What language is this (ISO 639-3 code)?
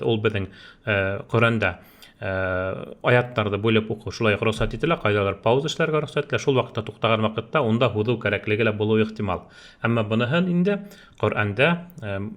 bak